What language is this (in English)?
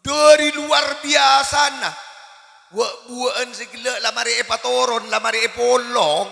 Madurese